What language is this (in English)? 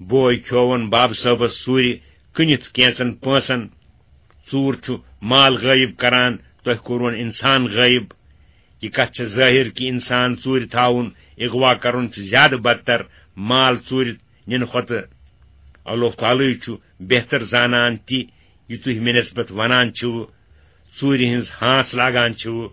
Kashmiri